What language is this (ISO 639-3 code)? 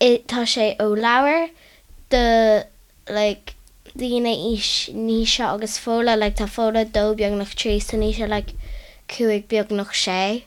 gle